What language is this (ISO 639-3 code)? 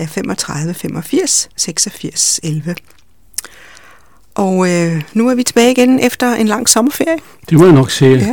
dan